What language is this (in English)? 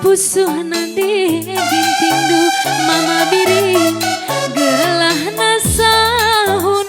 Batak Karo